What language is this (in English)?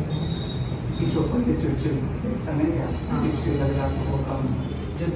Hindi